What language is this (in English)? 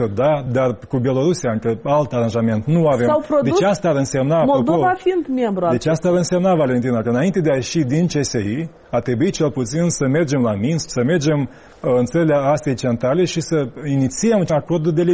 Romanian